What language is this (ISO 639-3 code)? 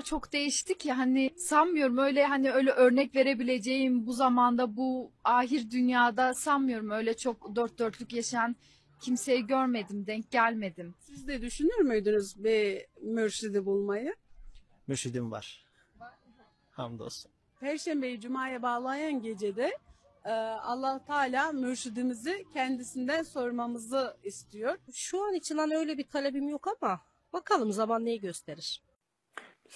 tur